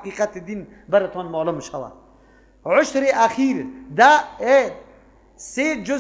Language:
Persian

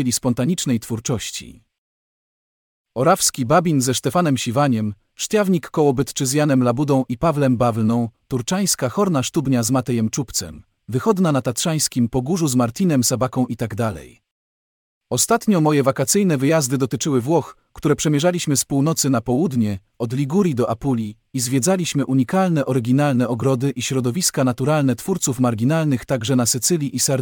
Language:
Polish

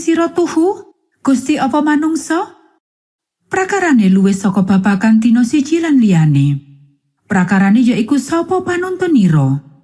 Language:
Javanese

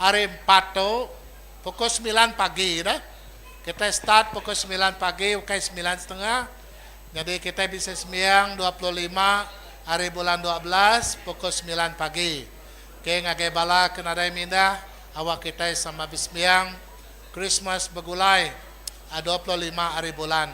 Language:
Iban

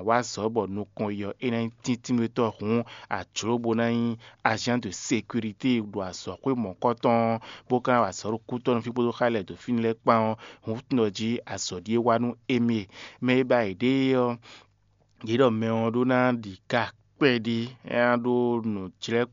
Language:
Fon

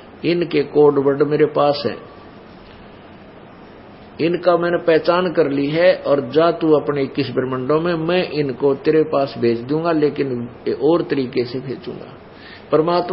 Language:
Hindi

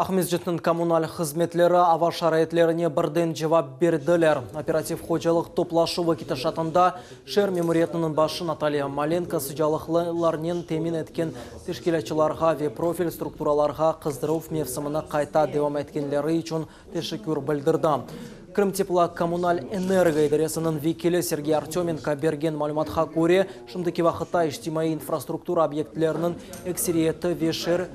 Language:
Crimean Tatar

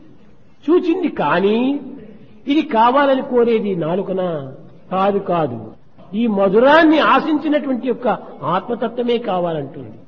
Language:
Telugu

